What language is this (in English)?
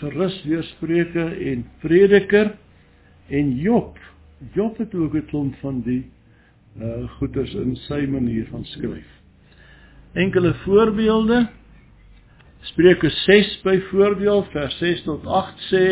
Afrikaans